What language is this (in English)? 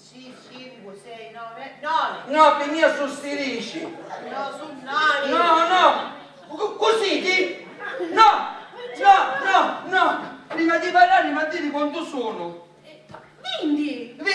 Sicilian